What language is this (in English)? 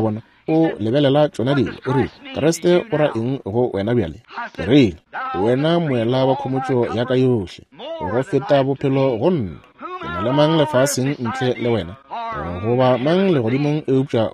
Northern Sotho